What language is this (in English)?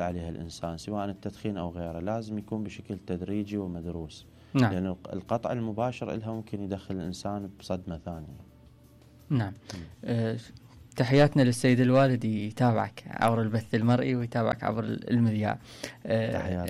Mesopotamian Arabic